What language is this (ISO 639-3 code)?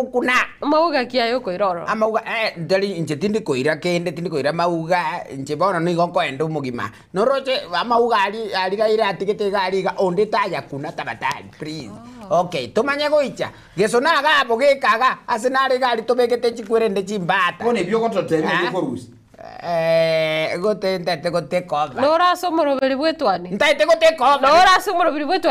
guz